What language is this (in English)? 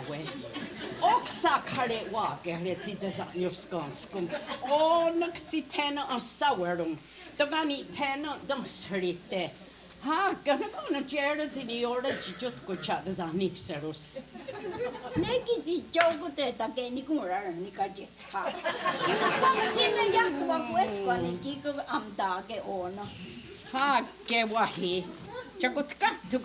Mohawk